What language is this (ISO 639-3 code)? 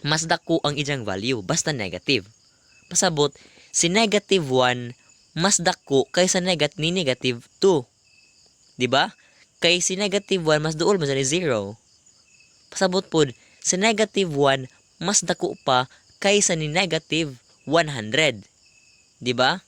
ceb